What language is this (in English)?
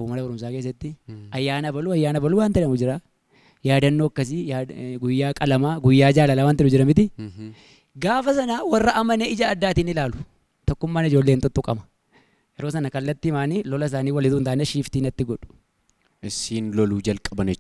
Oromo